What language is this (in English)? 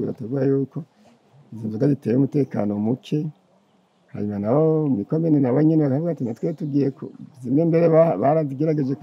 Rundi